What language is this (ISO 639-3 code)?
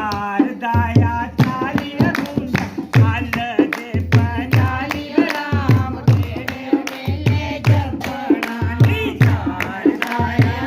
doi